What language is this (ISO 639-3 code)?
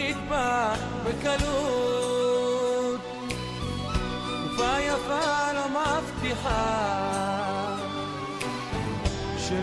heb